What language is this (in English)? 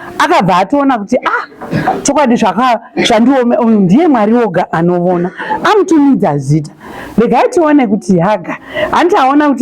Shona